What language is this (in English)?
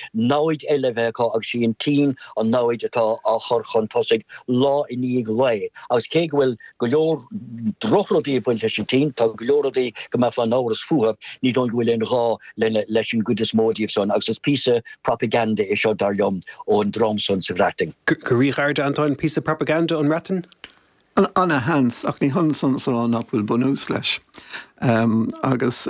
Irish